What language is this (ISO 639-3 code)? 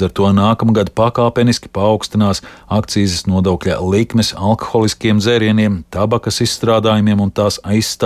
lav